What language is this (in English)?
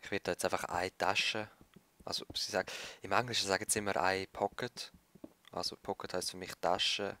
Swiss German